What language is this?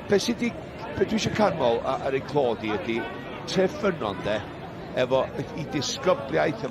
Welsh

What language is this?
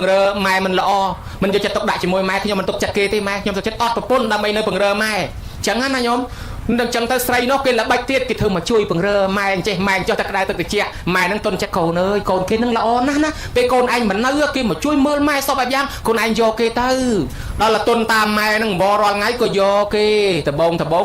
Khmer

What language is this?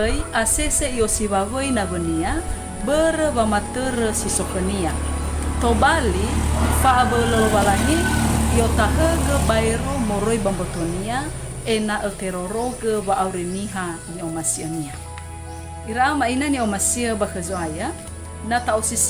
Nias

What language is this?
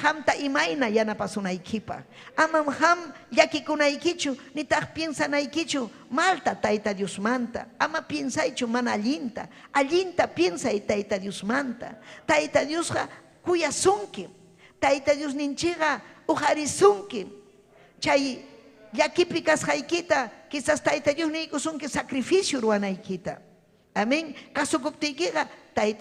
Ayacucho Quechua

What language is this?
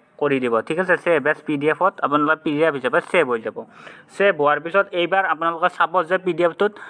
Assamese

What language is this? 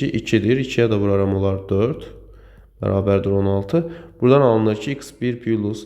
Azerbaijani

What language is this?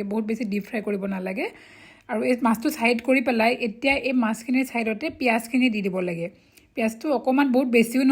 Assamese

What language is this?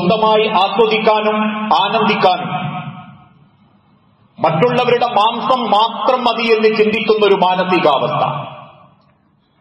Malayalam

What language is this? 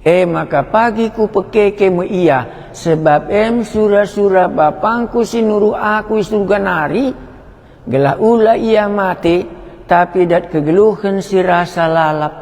Batak Karo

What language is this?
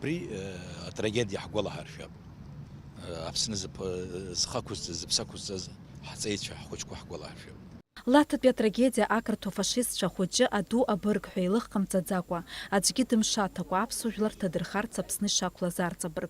Abkhazian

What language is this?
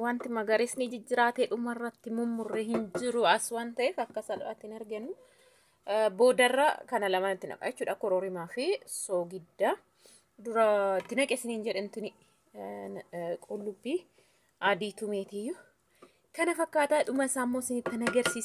Oromo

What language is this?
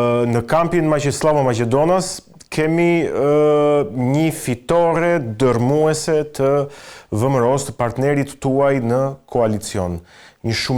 Albanian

